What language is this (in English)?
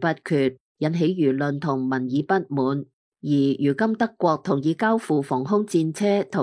Cantonese